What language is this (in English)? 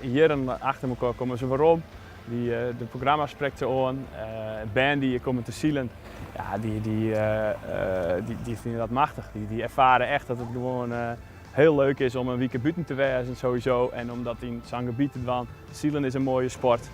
Western Frisian